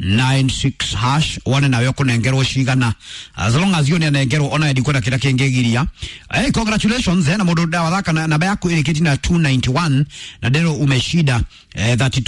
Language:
Kikuyu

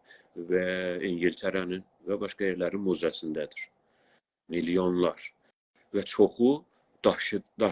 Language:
South Azerbaijani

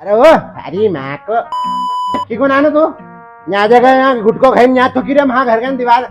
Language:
Rajasthani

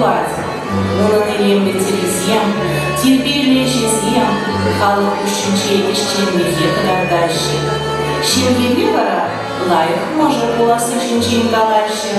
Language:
Chuvash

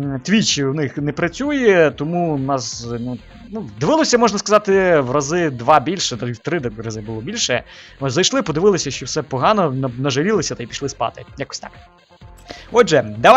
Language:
Ukrainian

